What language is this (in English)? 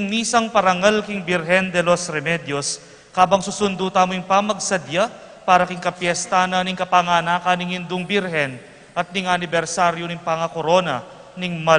Pampanga